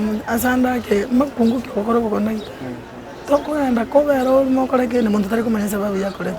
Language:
Gusii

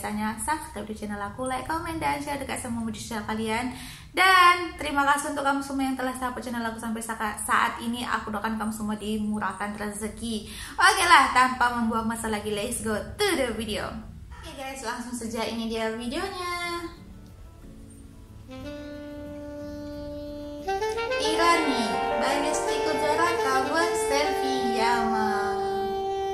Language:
Malay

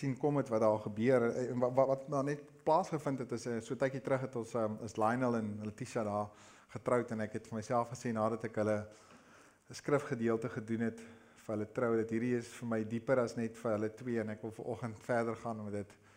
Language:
Afrikaans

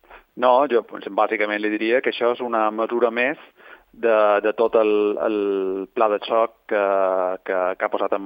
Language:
Catalan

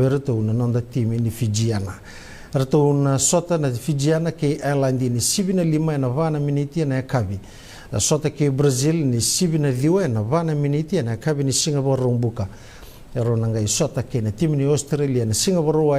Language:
Fijian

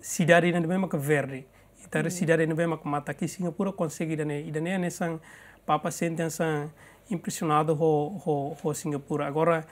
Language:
Tetum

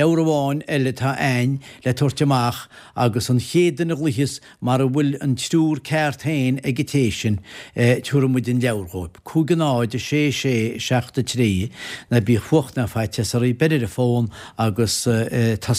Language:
Irish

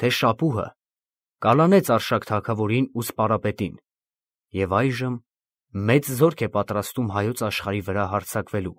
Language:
Armenian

